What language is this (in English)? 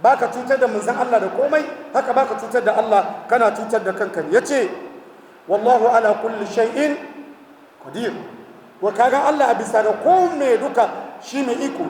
Hausa